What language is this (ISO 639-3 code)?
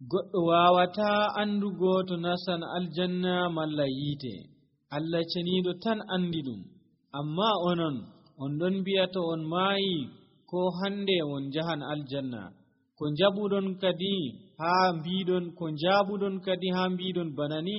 fuv